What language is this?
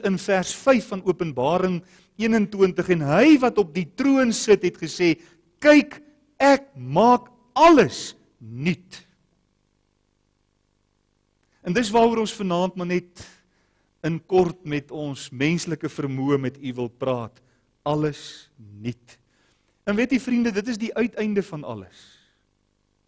Afrikaans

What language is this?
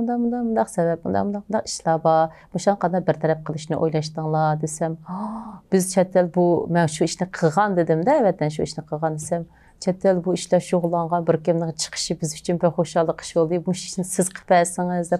Uyghur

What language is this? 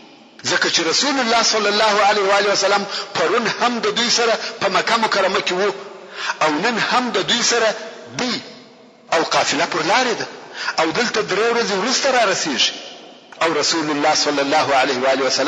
Pashto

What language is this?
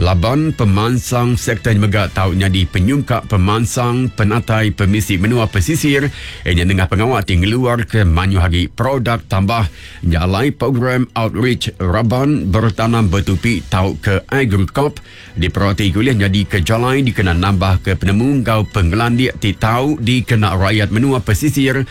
Iban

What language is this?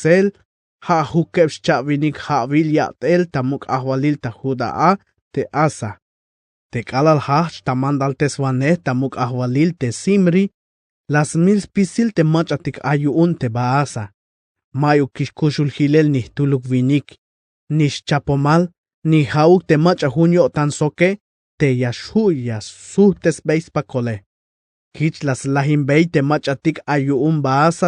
Tzeltal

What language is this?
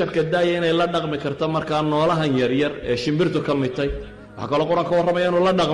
Somali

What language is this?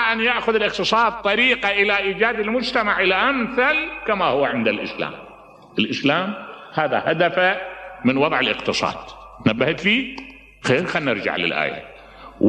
Mesopotamian Arabic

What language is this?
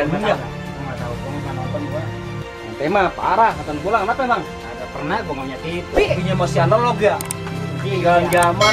Betawi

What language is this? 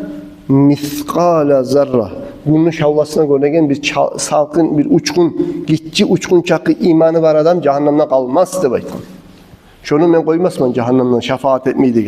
Kumyk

